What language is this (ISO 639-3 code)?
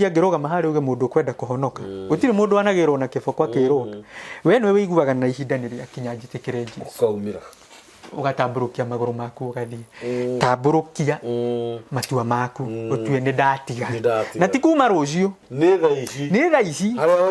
kik